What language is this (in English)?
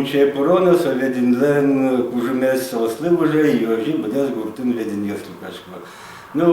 Udmurt